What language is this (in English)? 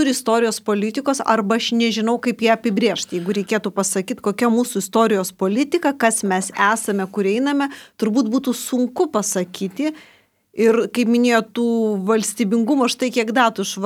Lithuanian